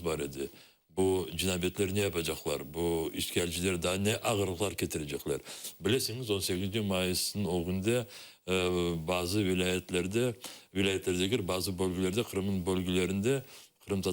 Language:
Crimean Tatar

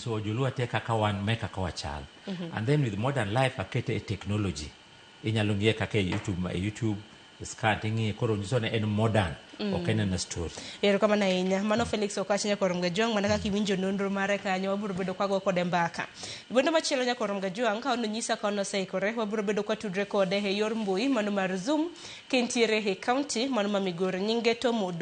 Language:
Luo (Kenya and Tanzania)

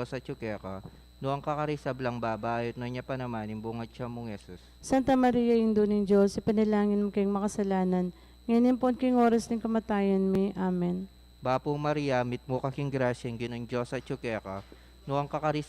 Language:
Pampanga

